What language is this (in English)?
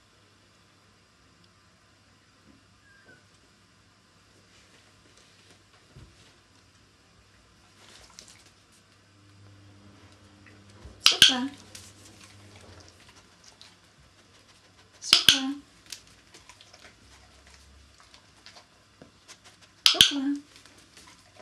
Finnish